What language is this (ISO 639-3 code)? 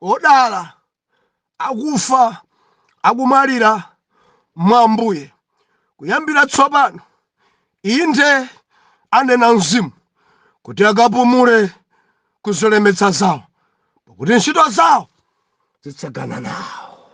nya